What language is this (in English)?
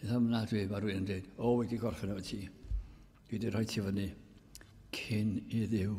Welsh